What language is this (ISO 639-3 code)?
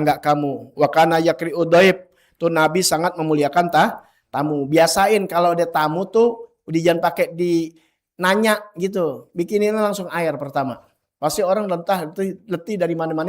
bew